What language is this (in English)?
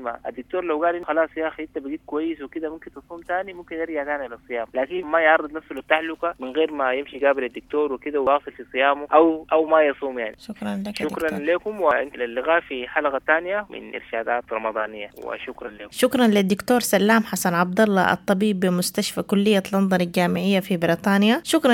Sudanese Arabic